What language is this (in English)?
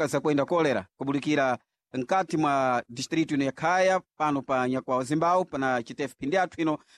Sena